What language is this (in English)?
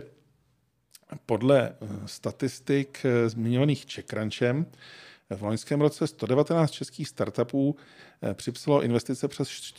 Czech